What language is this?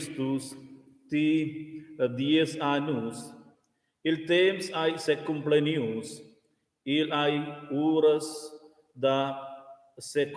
Romansh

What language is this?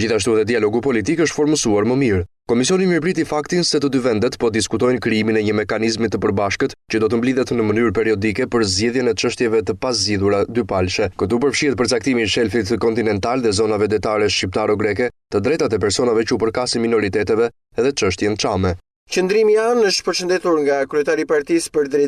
Albanian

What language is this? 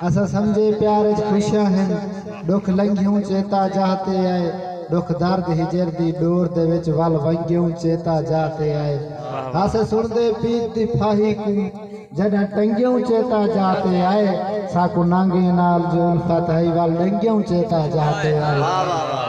Saraiki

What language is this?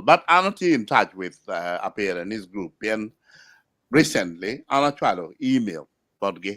Acoli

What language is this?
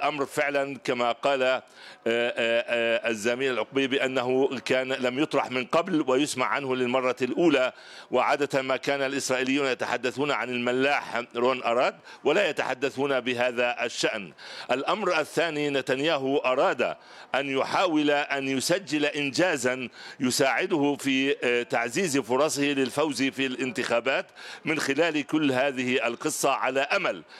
Arabic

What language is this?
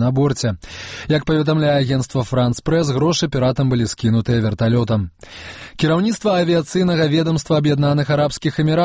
Belarusian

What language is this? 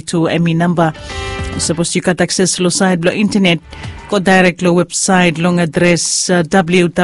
Bislama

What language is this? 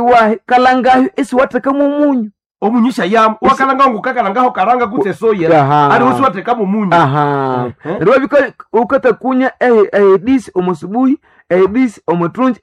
Nande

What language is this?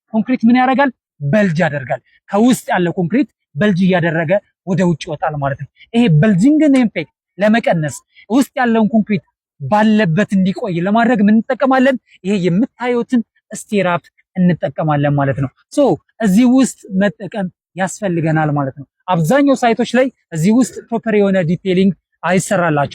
Amharic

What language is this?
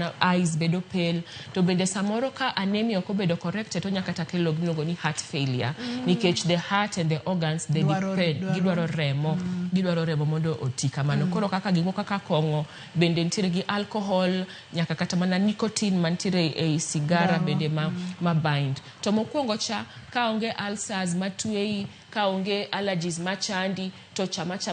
Luo (Kenya and Tanzania)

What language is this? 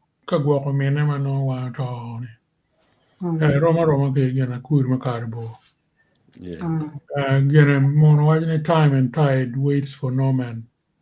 Acoli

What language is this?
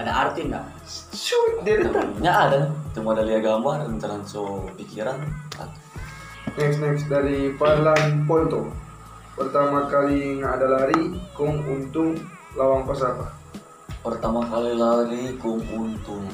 Manado Malay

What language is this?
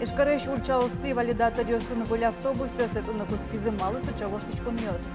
Udmurt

